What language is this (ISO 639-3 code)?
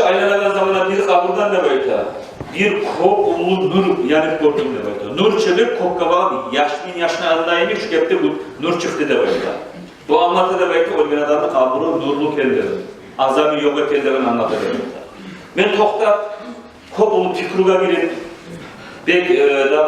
kum